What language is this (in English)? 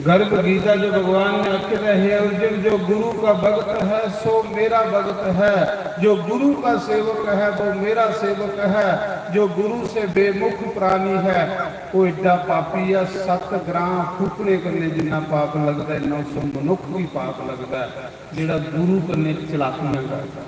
Dogri